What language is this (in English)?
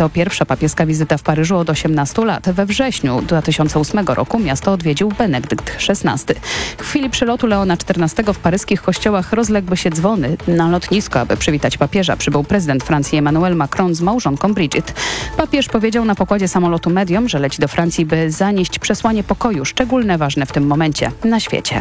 Polish